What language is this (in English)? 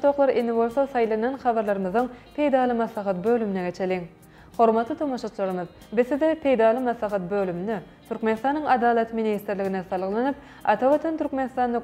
Turkmen